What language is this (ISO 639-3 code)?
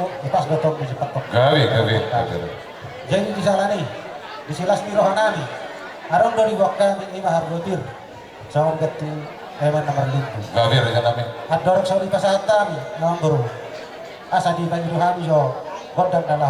bbc